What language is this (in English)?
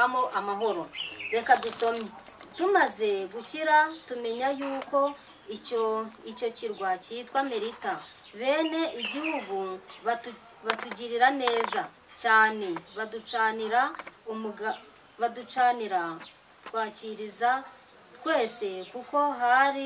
Kinyarwanda